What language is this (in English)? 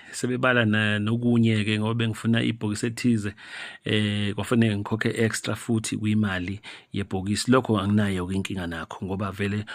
Zulu